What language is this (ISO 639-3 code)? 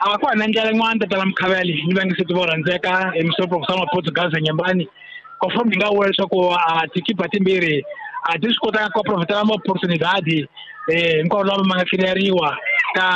tso